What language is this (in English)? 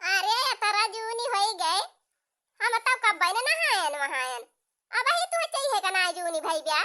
Awadhi